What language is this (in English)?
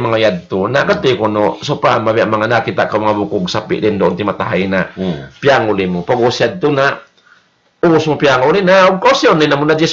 Tausug